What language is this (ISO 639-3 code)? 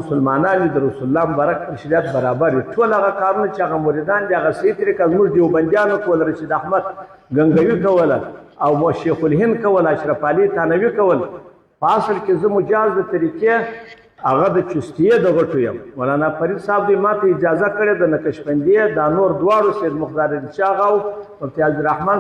pus